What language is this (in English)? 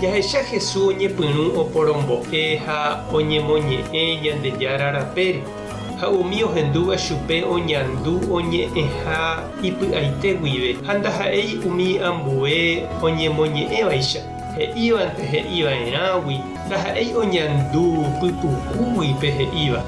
Guarani